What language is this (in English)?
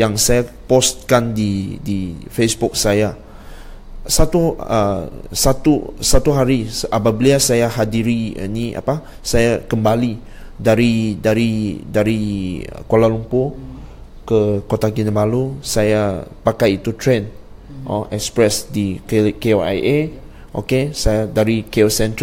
Malay